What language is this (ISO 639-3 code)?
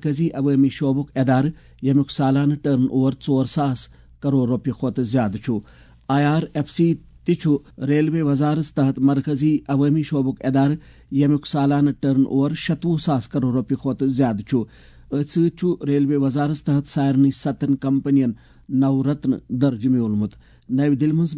kas